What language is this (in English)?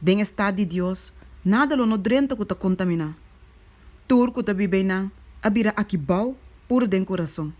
Papiamento